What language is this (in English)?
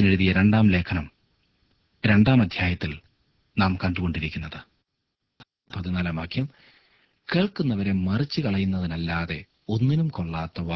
Malayalam